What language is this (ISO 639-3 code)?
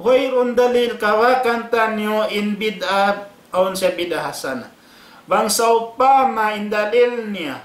tsg